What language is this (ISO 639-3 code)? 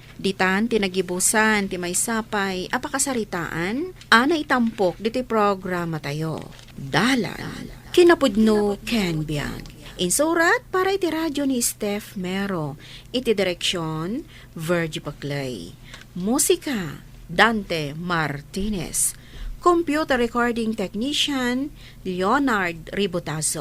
ilo